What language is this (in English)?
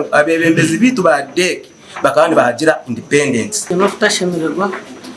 Nyankole